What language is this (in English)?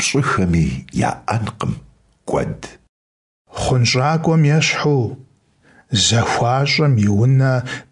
Kabardian